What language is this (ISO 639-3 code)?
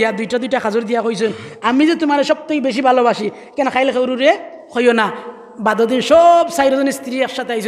syl